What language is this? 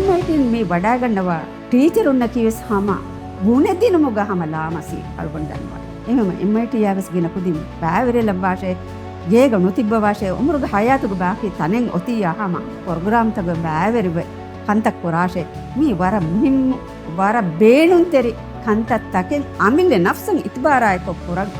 Divehi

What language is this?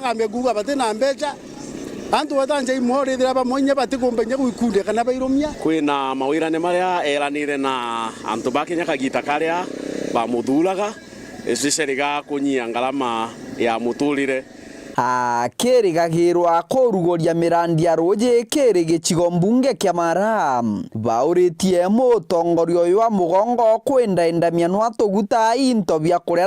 Meru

